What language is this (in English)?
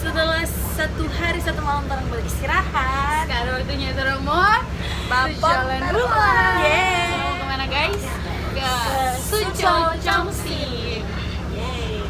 Manado Malay